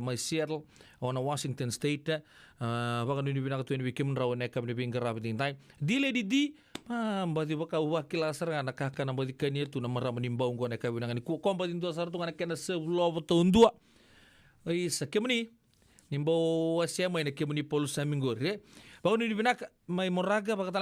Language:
Fijian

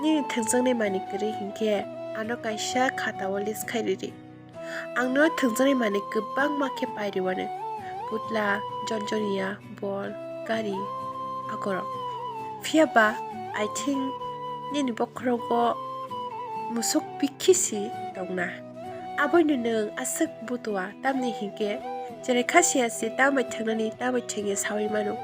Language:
Kok Borok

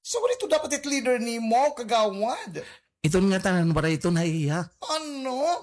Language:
Waray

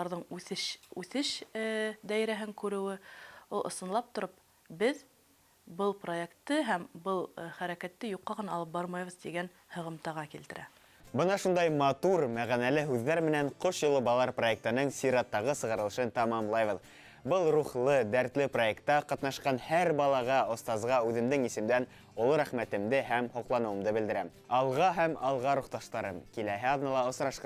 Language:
Bashkir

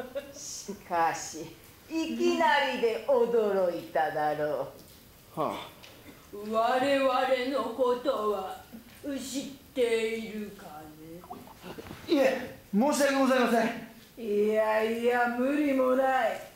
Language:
Japanese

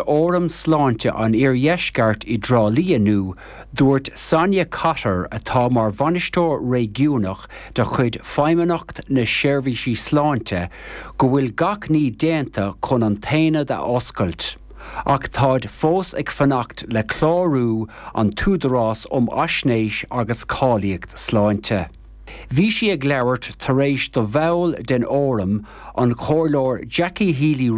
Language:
Irish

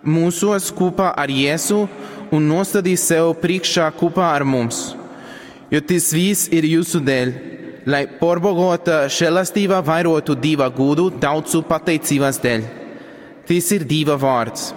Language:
Latgalian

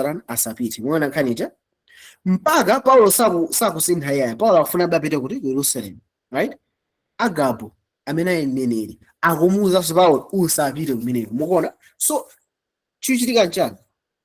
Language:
Nyanja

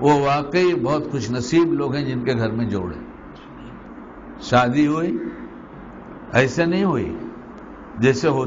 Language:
Urdu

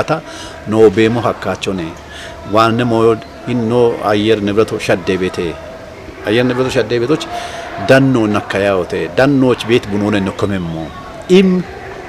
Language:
Kafa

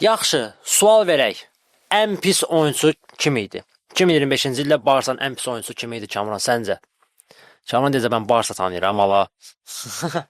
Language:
Azerbaijani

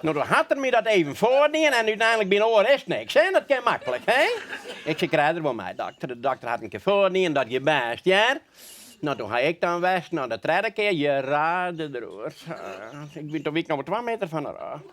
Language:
Western Frisian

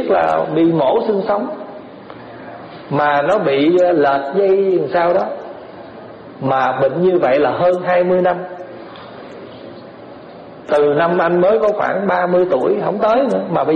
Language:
Vietnamese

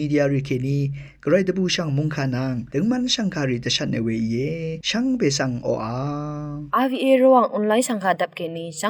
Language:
Rawang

